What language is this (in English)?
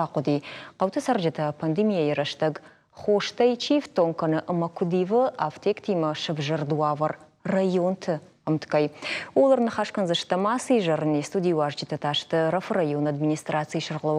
Ossetic